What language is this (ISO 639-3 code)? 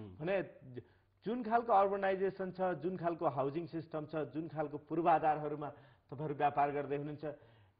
nep